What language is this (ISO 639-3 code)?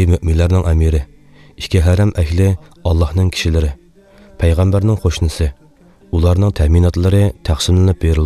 uig